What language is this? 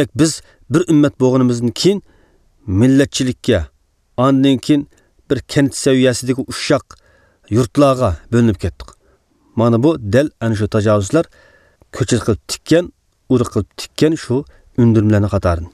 Uyghur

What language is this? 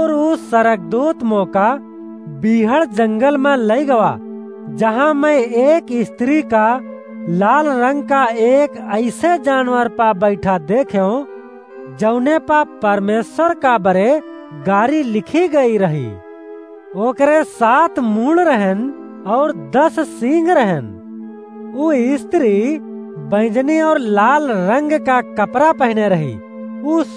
Awadhi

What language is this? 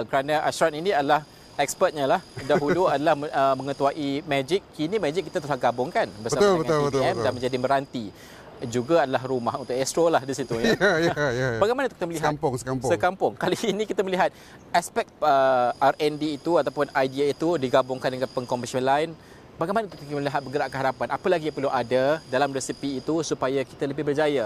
Malay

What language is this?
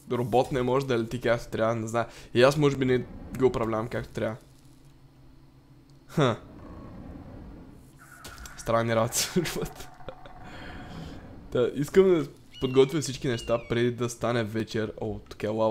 Bulgarian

